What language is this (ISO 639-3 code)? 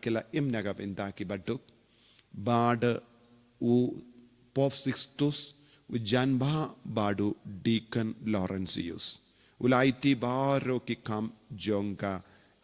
kha